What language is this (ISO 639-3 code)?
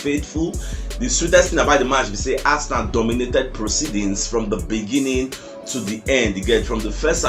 pcm